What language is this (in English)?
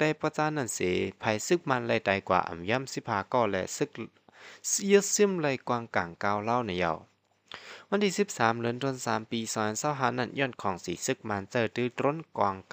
Shan